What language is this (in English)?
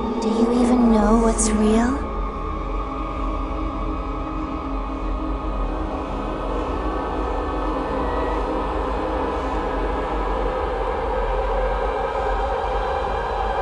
English